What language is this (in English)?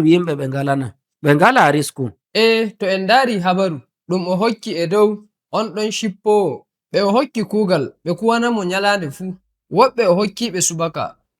Nigerian Fulfulde